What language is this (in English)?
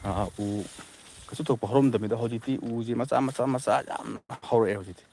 Manipuri